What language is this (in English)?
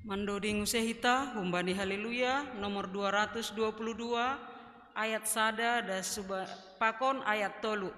Batak Simalungun